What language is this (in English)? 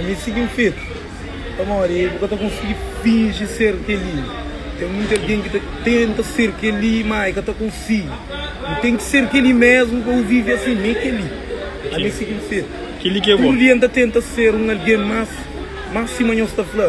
Kabuverdianu